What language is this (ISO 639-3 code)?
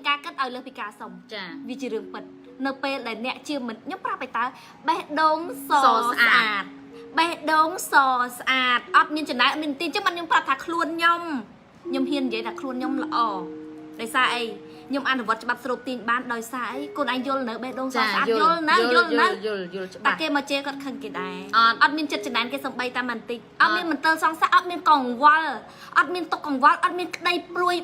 khm